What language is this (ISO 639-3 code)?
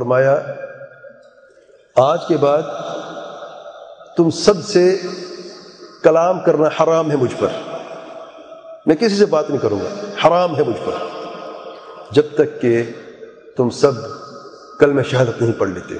urd